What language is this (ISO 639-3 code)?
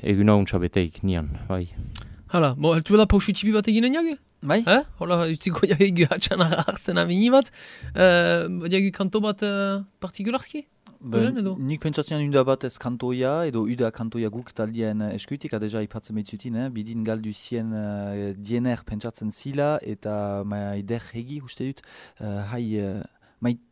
eus